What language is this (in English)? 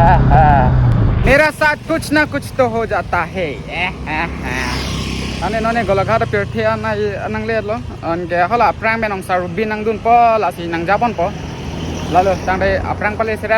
Karbi